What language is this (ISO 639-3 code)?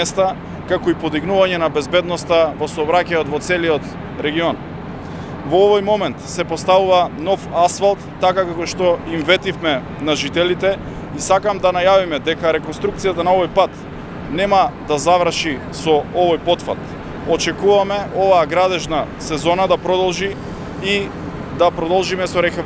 mkd